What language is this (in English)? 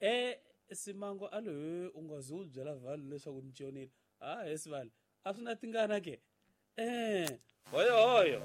Tsonga